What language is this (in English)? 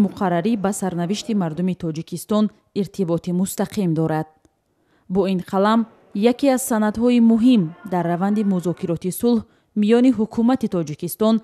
Tajik